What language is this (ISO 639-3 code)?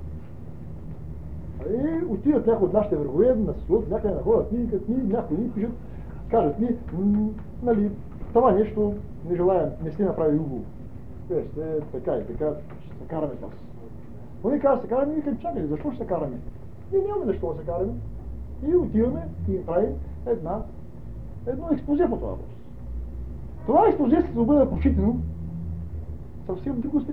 bul